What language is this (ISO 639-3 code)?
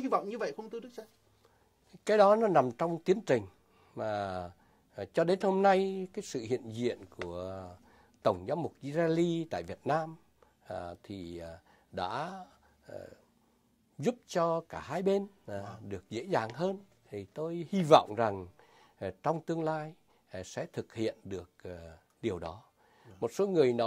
vie